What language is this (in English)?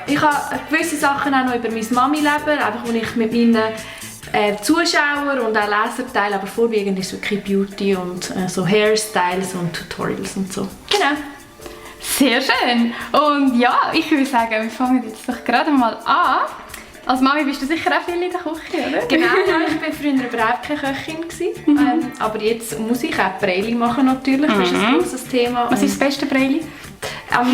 Swiss German